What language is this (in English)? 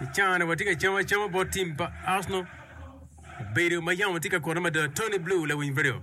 Acoli